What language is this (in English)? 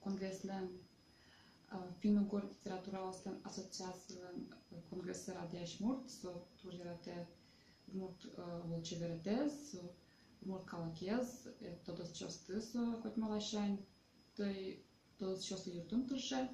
Udmurt